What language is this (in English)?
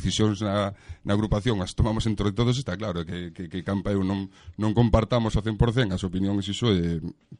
Galician